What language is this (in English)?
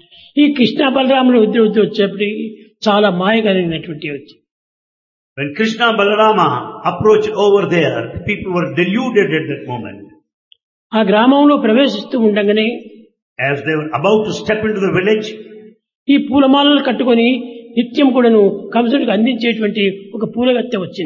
Telugu